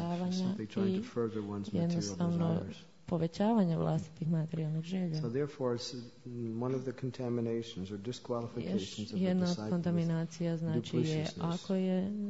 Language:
Croatian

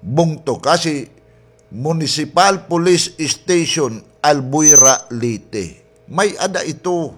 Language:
Waray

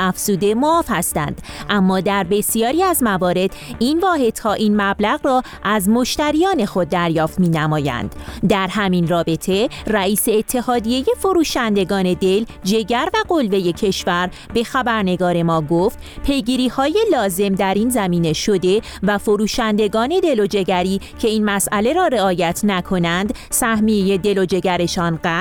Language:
Persian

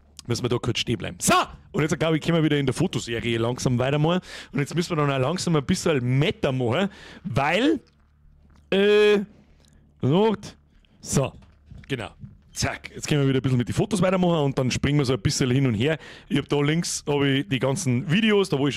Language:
Bavarian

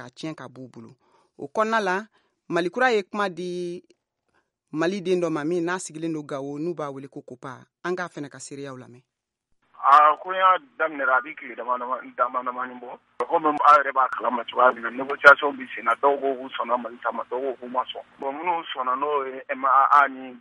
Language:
Bambara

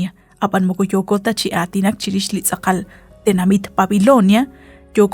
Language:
Kekchí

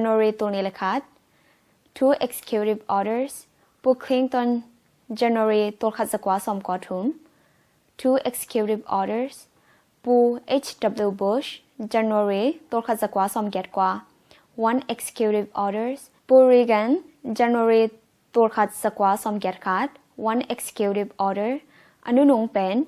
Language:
Tedim Chin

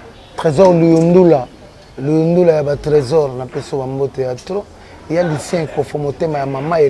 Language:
Lingala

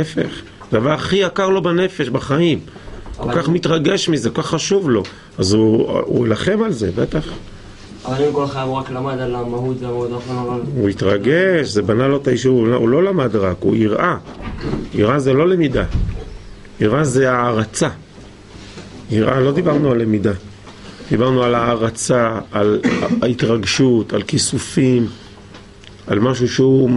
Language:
Hebrew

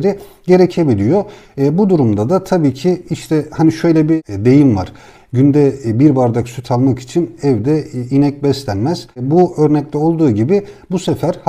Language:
Turkish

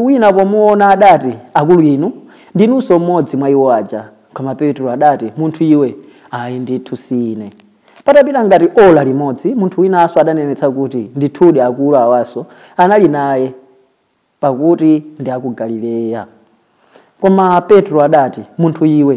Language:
Nyanja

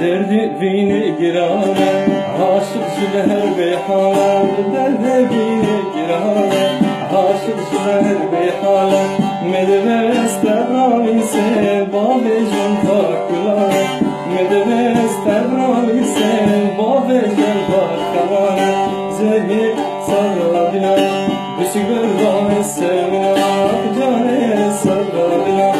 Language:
Kurdish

